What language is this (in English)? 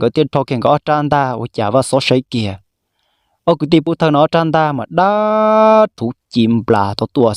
Hmong